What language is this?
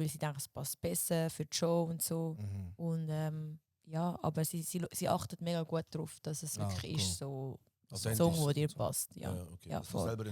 Swiss German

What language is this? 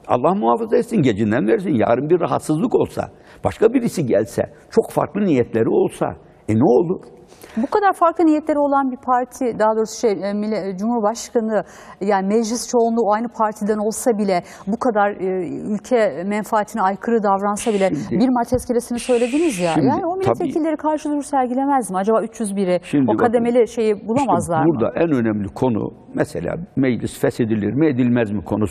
Turkish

